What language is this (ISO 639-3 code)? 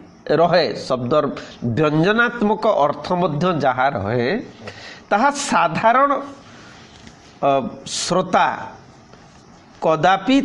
ori